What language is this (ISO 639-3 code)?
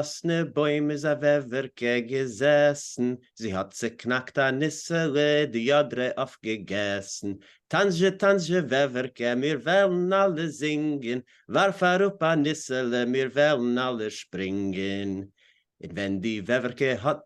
yid